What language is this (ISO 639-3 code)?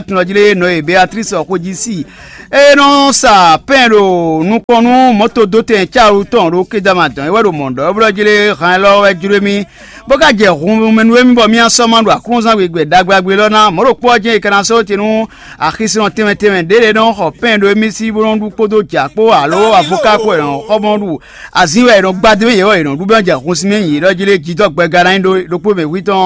fon